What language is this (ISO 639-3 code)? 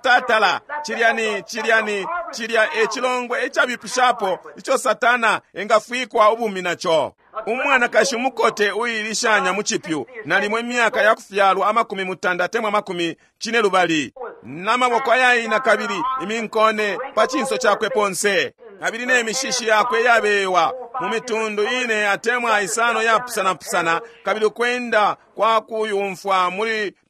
bem